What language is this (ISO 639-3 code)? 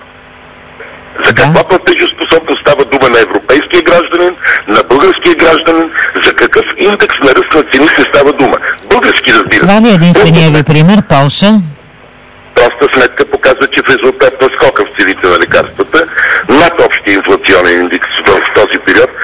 bul